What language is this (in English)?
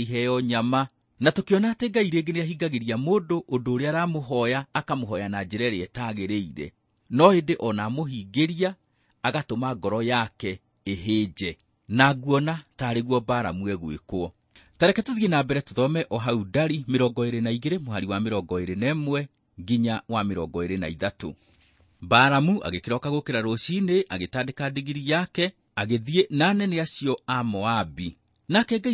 Kikuyu